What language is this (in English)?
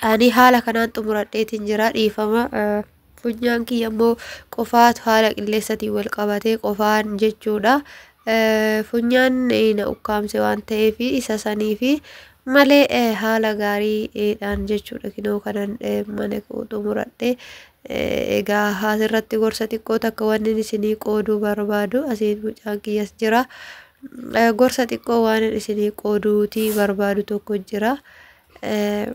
Oromo